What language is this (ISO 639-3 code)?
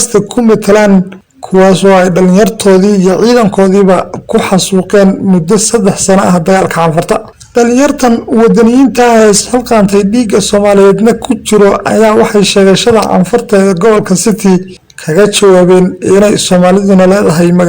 som